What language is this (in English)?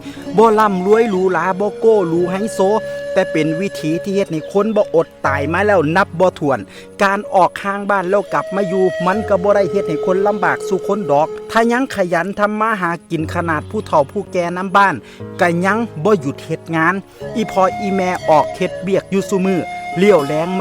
Lao